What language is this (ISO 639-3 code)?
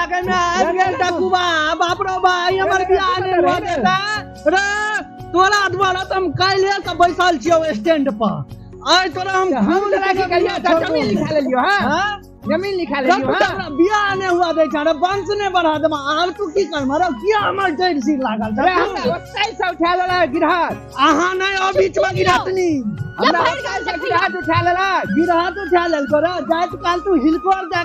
mai